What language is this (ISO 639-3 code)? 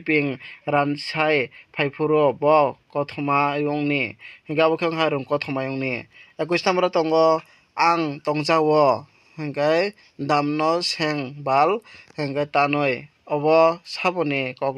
trp